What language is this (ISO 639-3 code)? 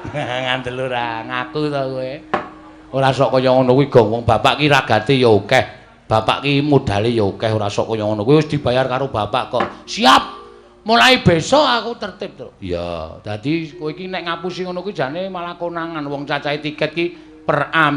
jav